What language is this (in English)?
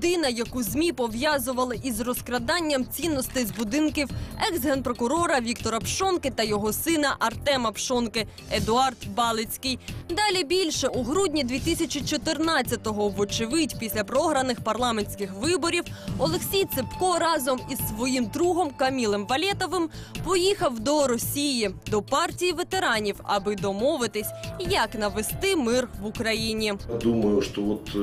Ukrainian